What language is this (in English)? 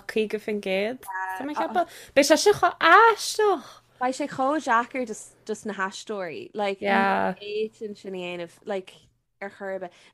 Irish